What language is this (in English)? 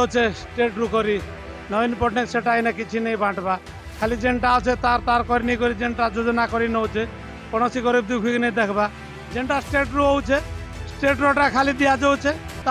Odia